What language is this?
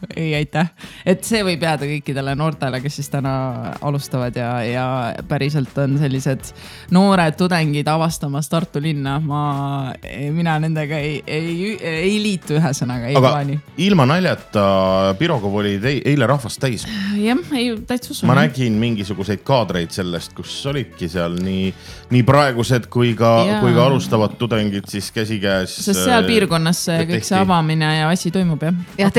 Estonian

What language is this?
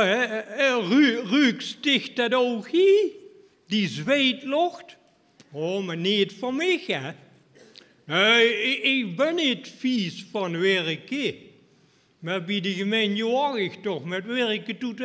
Limburgish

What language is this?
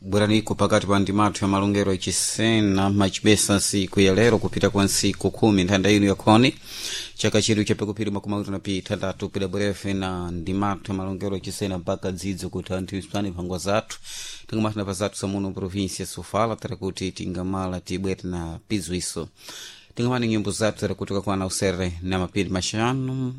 Sena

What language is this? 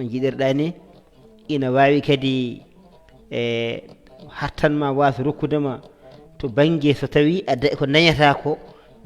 Fula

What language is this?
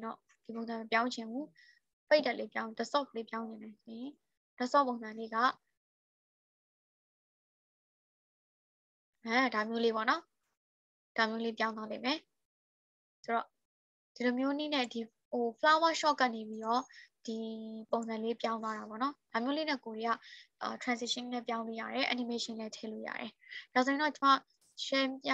Burmese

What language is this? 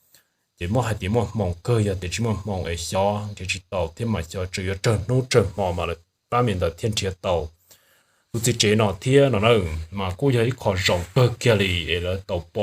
Hmong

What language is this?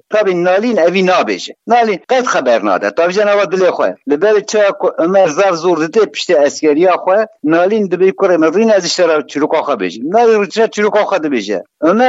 Kurdish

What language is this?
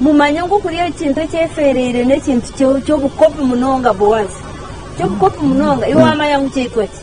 Nyankole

